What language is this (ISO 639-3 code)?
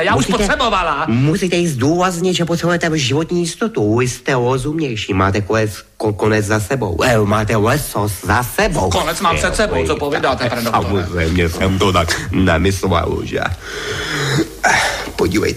ces